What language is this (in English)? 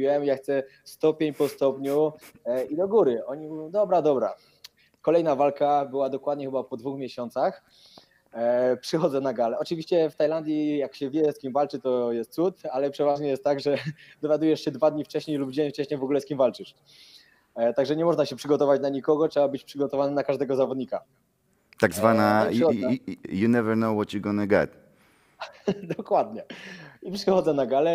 Polish